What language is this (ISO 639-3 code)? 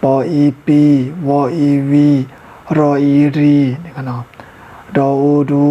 shn